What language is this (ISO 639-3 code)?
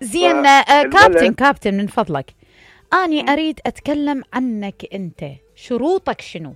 acm